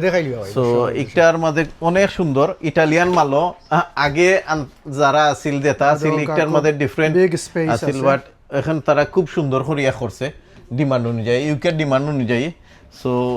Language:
Sylheti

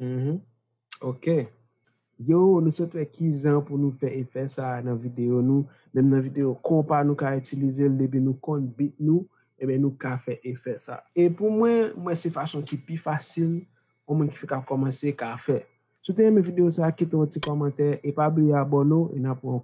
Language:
Haitian Creole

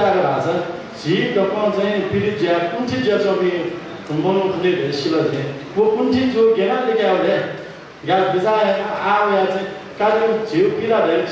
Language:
Newari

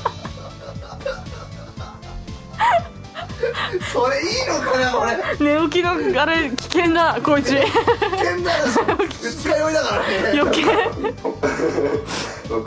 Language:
Japanese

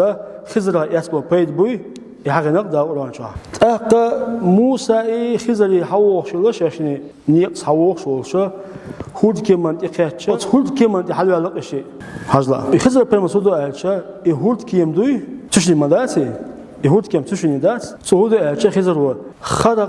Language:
Chechen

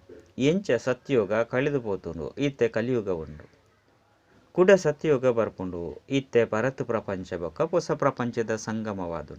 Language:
Tulu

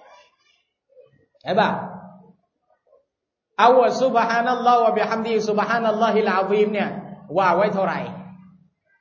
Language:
Thai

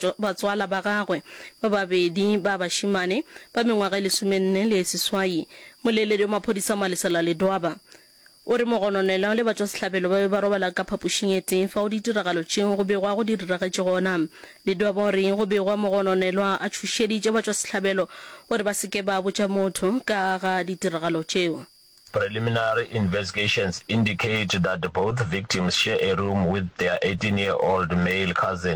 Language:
Northern Sotho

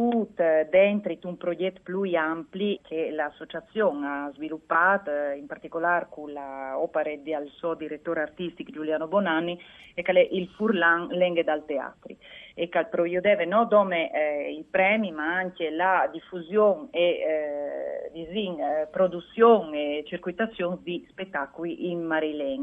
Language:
Friulian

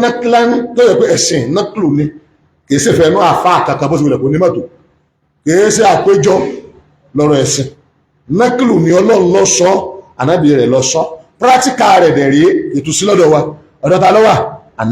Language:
Yoruba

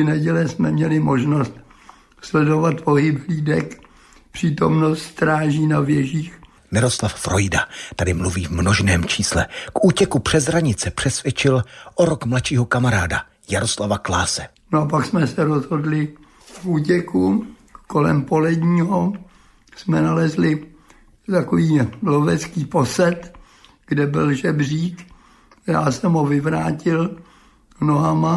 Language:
Czech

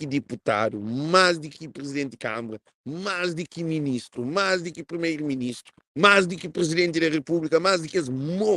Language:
Kabuverdianu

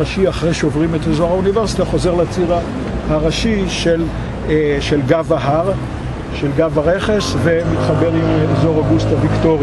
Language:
Hebrew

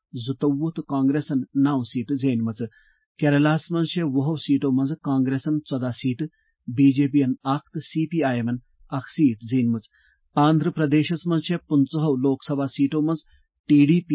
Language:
Kashmiri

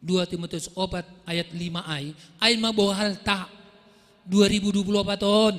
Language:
Batak Simalungun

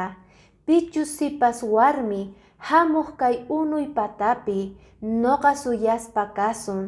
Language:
Quechua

